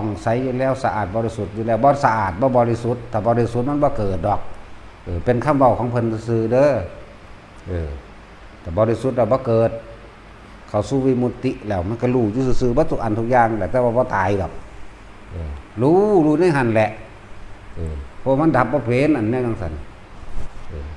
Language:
Northeastern Thai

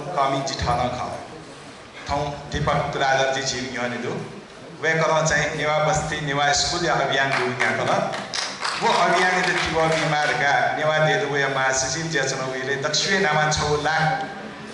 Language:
Newari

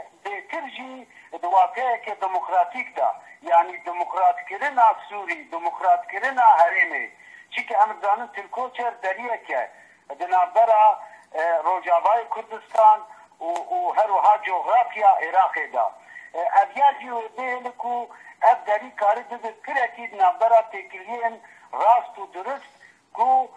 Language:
Kurdish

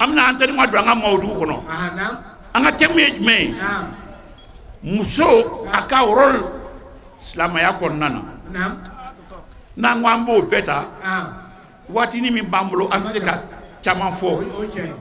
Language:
Bambara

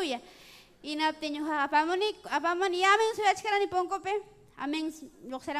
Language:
Ayacucho Quechua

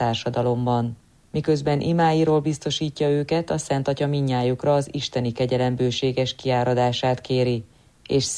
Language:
Hungarian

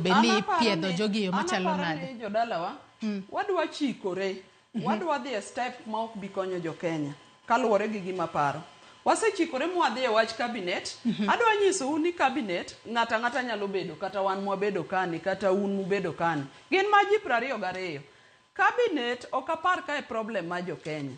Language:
Luo (Kenya and Tanzania)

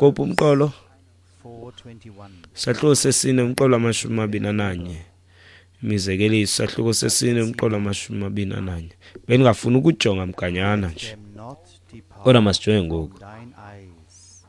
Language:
Xhosa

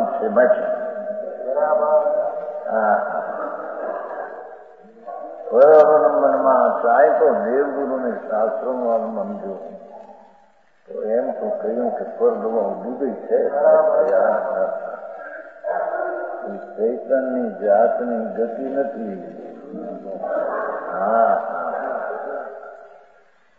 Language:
Gujarati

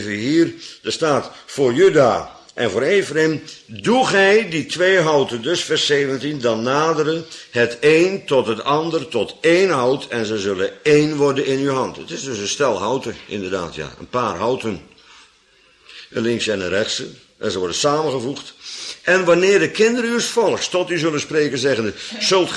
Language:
Dutch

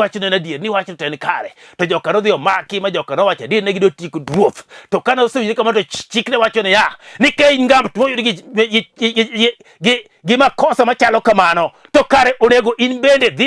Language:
Luo (Kenya and Tanzania)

